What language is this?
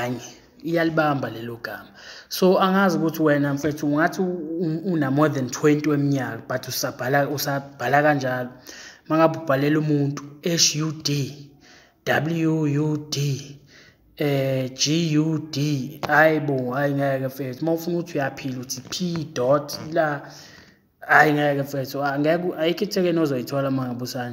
Zulu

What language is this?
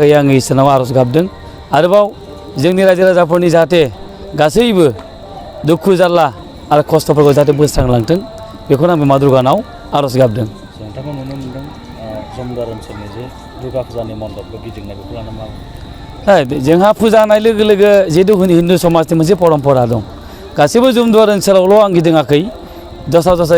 Bodo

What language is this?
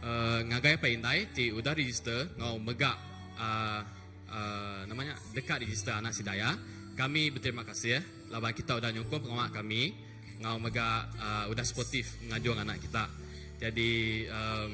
Iban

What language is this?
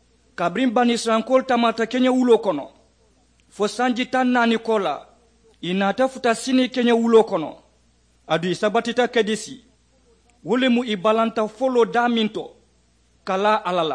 Mandingo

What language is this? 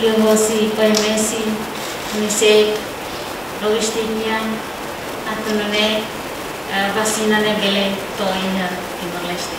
Tetum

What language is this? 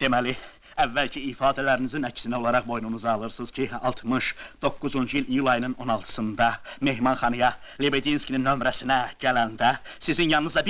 Azerbaijani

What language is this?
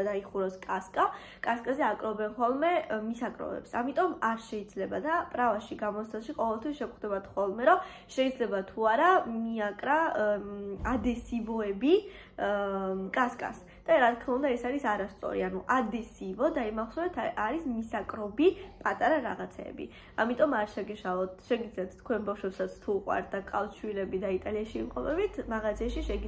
Georgian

